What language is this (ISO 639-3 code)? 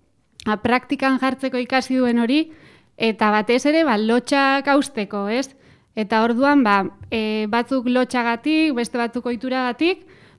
eus